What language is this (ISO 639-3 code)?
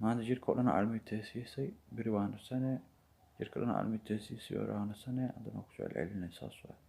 som